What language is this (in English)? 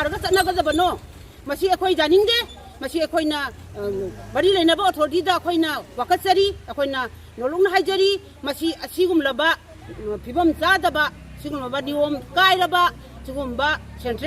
Manipuri